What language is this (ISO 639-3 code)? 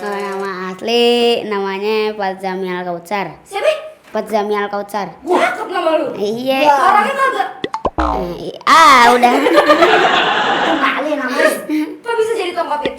bew